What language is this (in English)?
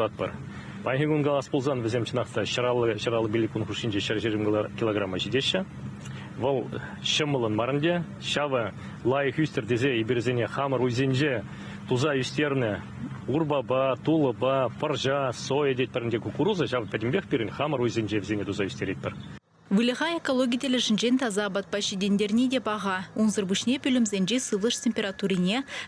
Chuvash